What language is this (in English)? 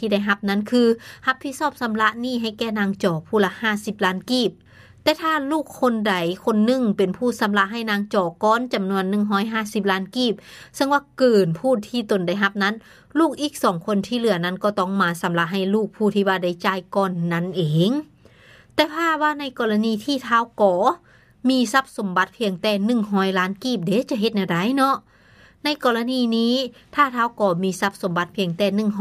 Lao